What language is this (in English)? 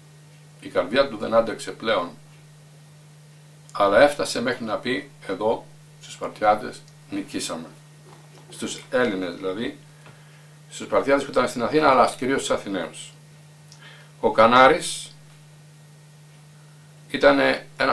Greek